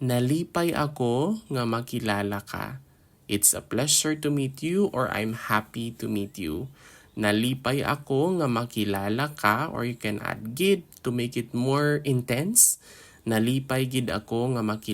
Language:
Hiligaynon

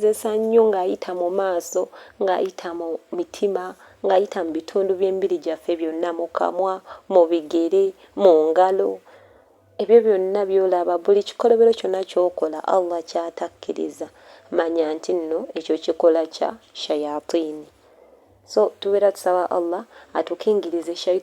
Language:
Ganda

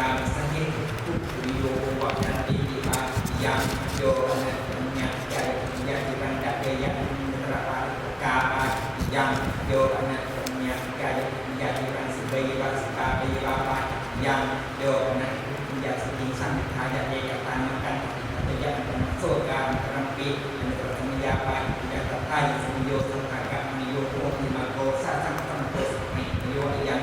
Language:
Pali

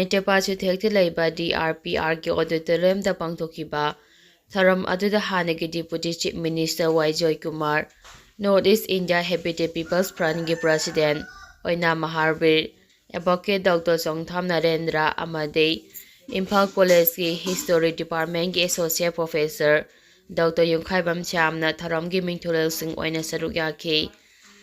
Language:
Manipuri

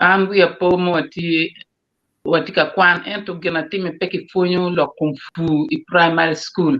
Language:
Acoli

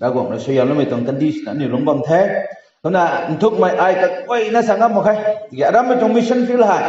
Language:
Rongmei Naga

